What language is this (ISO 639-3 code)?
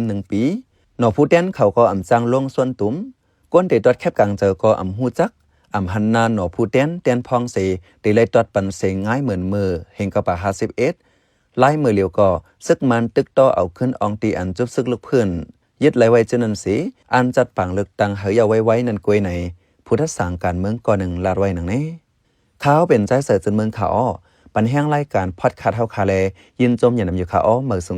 shn